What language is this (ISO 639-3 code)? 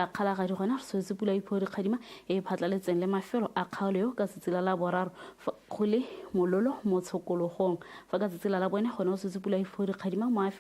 tsn